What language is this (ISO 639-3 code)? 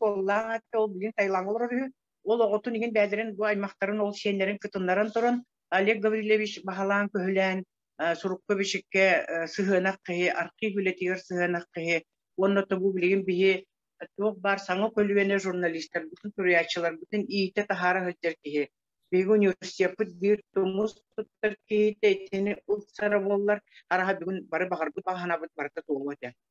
sah